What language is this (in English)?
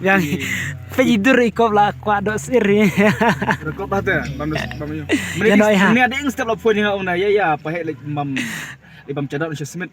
Khasi